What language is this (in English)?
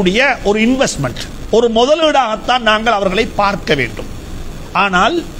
Tamil